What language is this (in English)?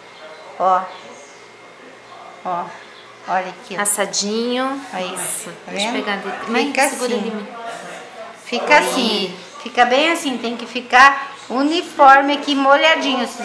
Portuguese